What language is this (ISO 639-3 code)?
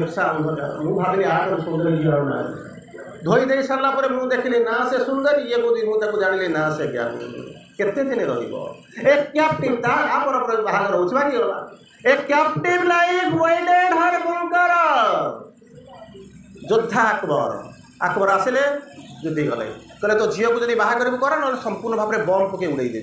ori